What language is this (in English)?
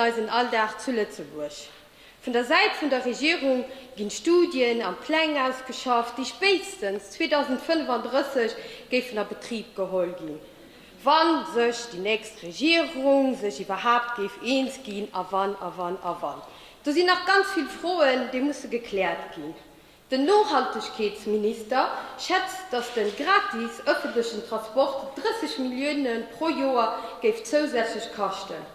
Luxembourgish